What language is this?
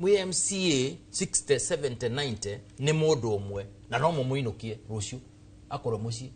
Kikuyu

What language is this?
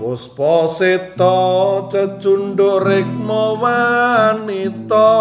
Javanese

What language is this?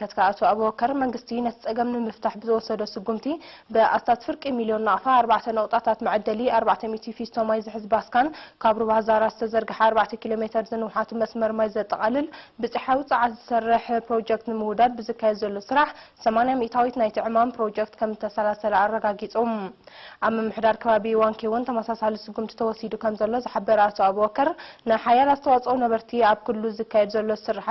Tigrinya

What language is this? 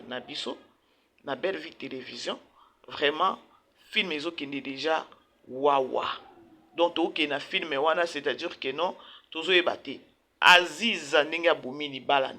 Lingala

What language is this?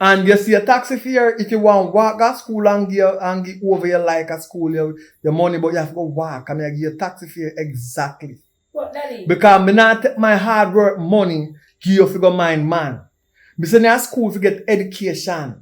Jamaican Creole English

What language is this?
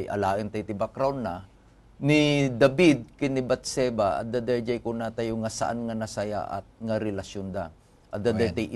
Iloko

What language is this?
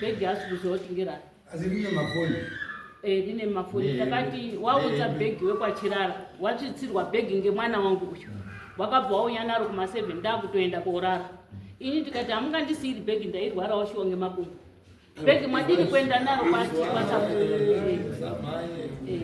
Shona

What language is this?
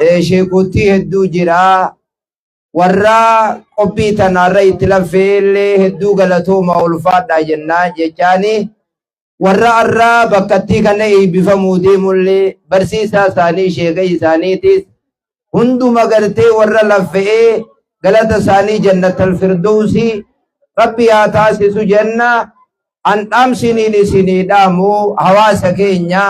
Oromo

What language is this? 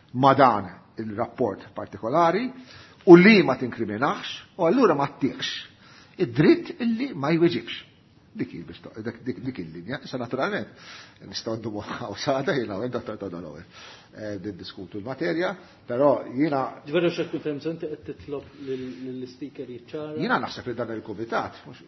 Maltese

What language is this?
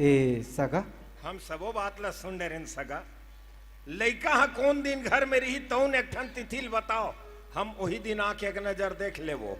Chhattisgarhi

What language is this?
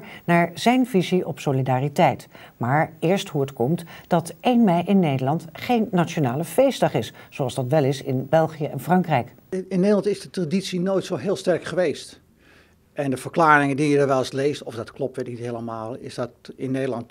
Dutch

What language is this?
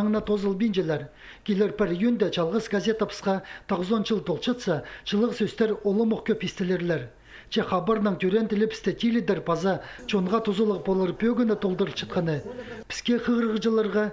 Khakas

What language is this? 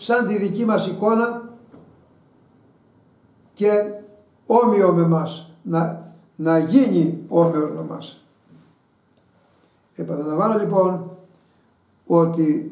Greek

